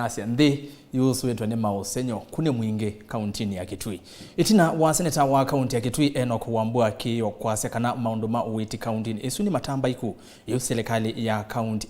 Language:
Kamba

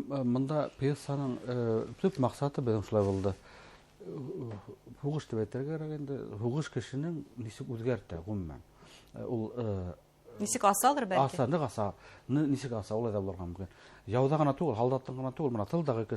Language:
Bashkir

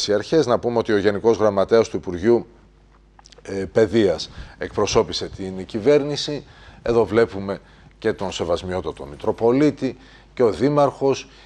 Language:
Greek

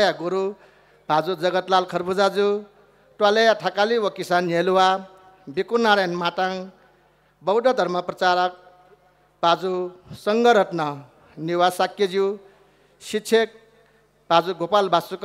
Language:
Newari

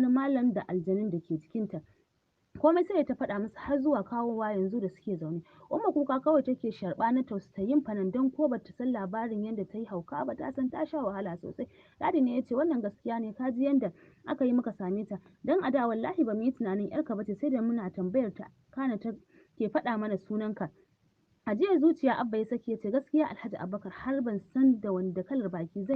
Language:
Hausa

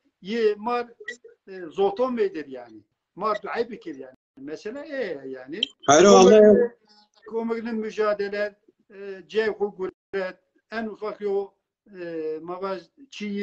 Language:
Zaza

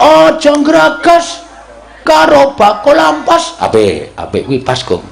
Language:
Javanese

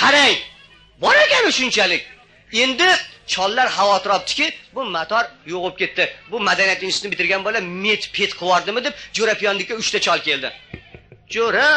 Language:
Uzbek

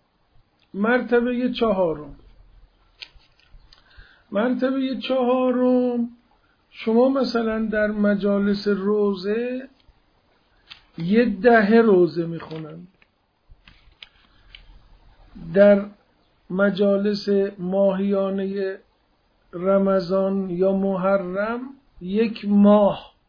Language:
Persian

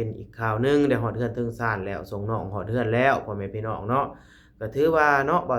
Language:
Lao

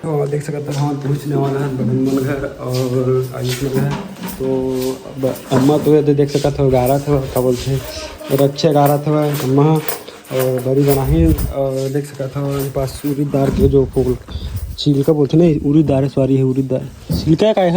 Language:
Chhattisgarhi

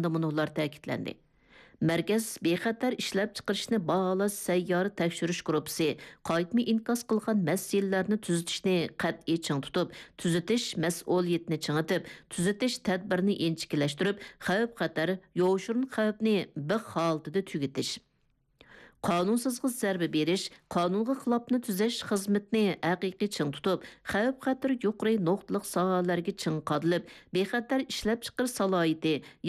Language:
Uyghur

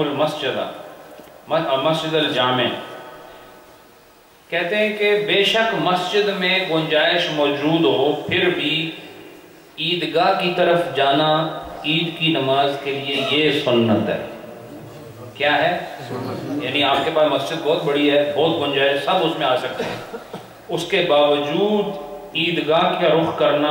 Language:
Urdu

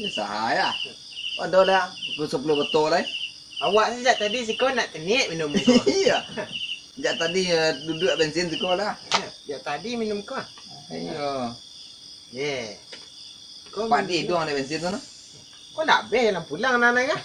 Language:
Minangkabau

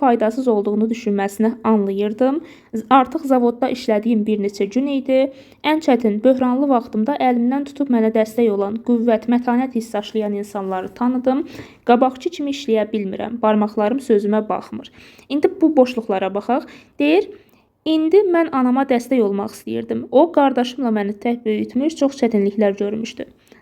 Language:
Azerbaijani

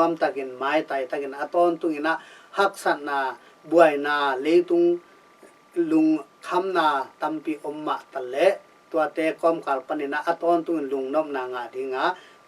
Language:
Tedim Chin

